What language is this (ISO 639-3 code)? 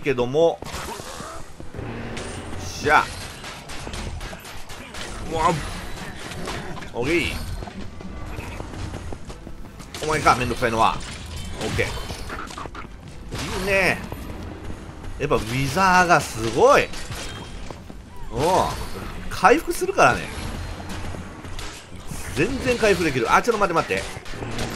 jpn